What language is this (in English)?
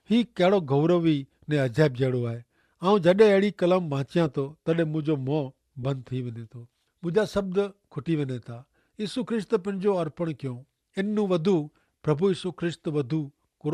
Kachhi